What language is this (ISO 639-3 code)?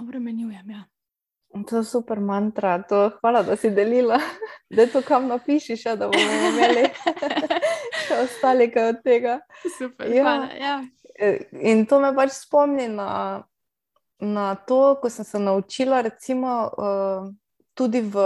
slv